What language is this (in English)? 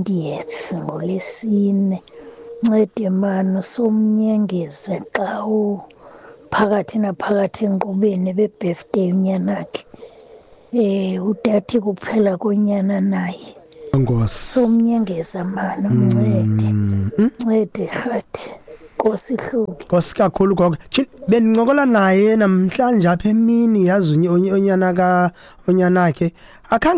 Xhosa